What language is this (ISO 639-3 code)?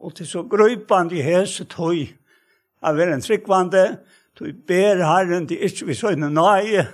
fao